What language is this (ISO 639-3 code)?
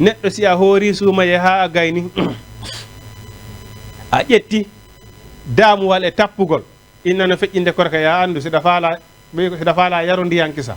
ful